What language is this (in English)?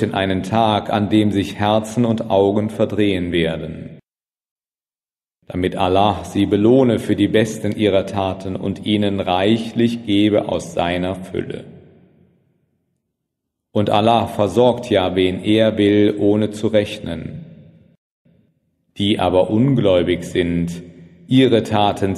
German